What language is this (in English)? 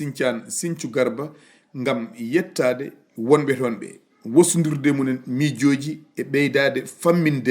Fula